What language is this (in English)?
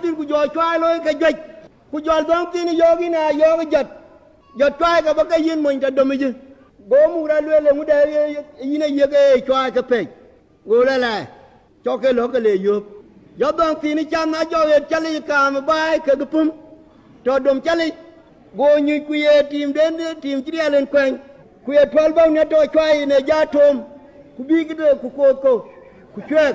Dinka